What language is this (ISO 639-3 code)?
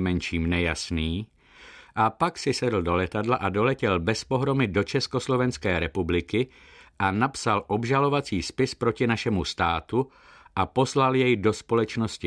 ces